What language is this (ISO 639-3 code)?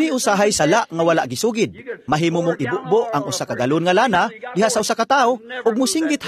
ceb